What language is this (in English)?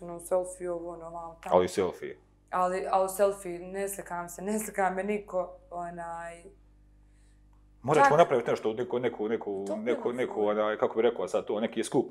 Bosnian